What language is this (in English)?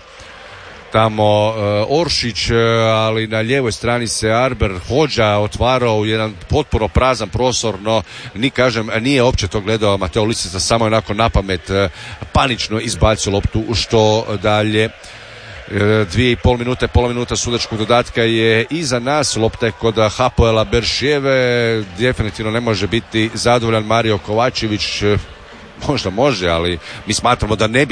Croatian